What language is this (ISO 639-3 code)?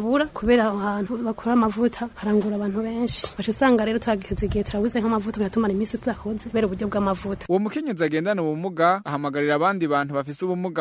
run